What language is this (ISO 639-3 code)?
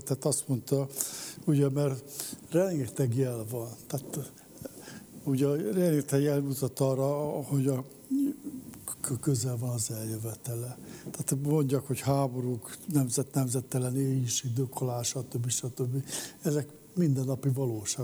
hun